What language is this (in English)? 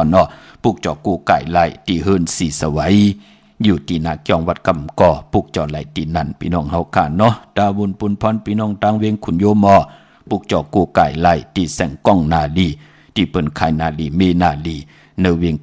Shan